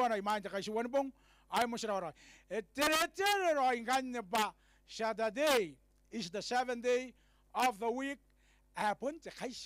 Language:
Gilbertese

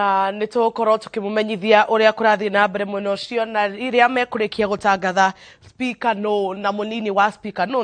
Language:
Kikuyu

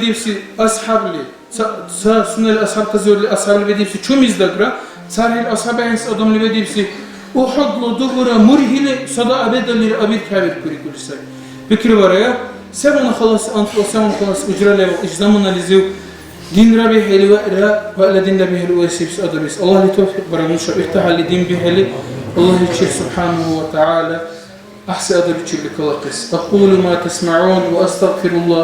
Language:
Dargwa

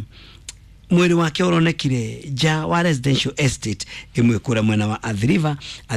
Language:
Kikuyu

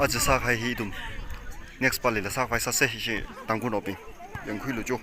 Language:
Tangkhul Naga (India)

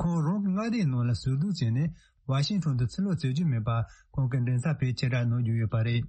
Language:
Tibetan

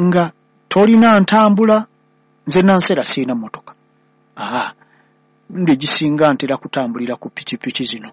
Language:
Ganda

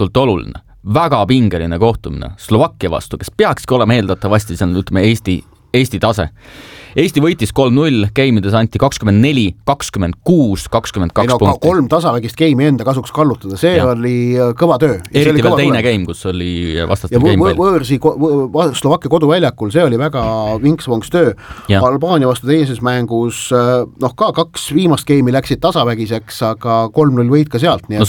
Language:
Estonian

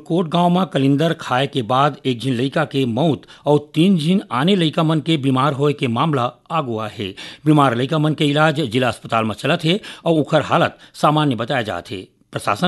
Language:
Chhattisgarhi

